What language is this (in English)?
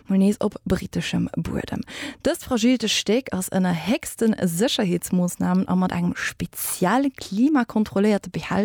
Luxembourgish